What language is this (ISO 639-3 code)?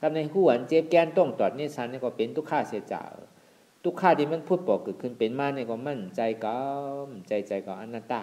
shn